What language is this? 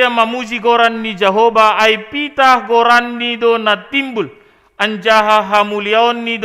Batak Simalungun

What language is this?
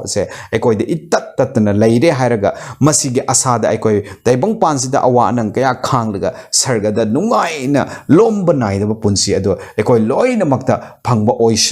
Manipuri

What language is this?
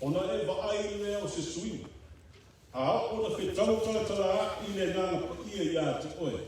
Samoan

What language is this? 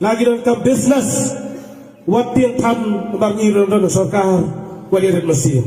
Khasi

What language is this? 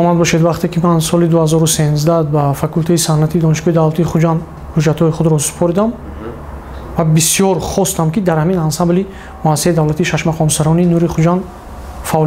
Tajik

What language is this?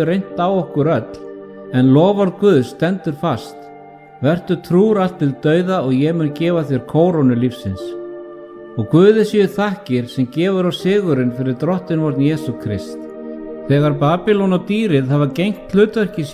Icelandic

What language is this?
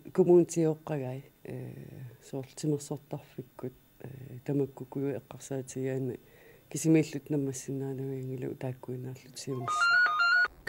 Kalaallisut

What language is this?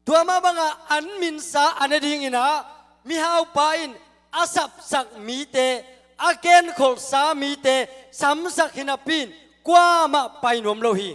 Tedim Chin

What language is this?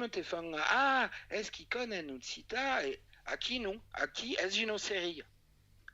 Occitan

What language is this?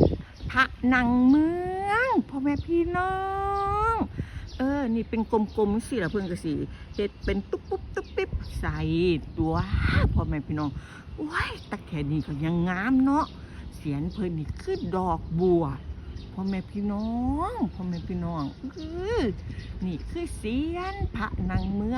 Northeastern Thai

